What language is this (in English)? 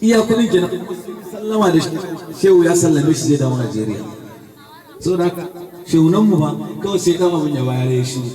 Hausa